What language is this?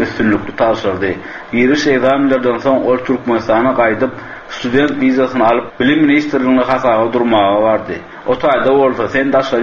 Turkmen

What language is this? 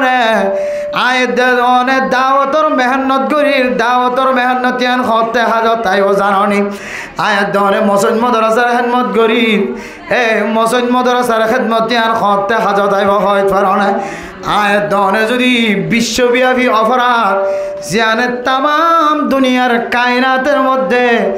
Rohingya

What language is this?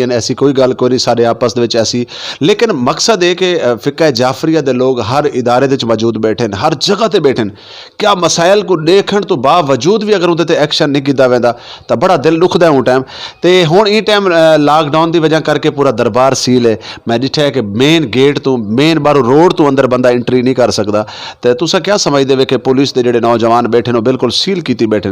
Saraiki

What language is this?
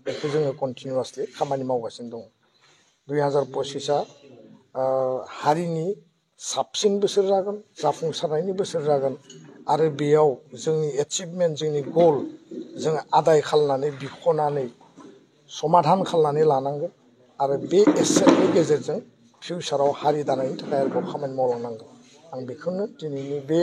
Bodo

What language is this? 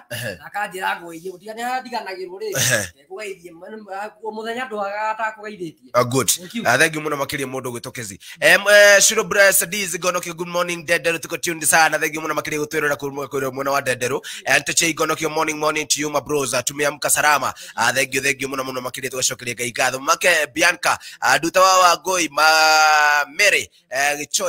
Kikuyu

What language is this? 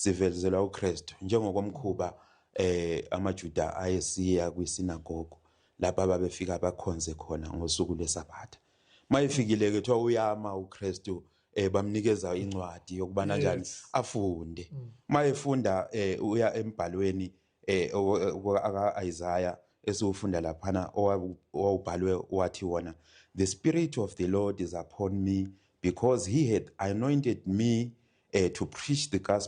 Zulu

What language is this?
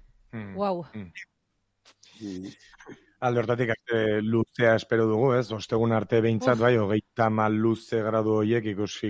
Basque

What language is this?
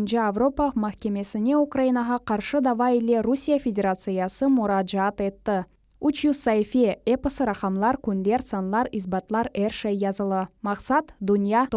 Crimean Tatar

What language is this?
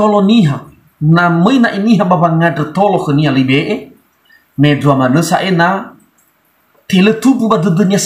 Nias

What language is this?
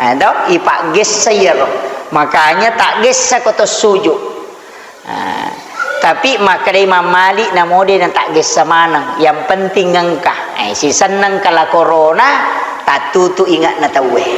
Buginese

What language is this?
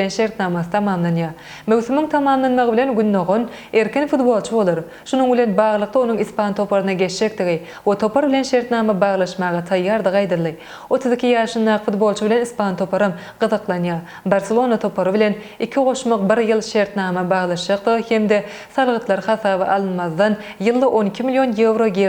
Turkmen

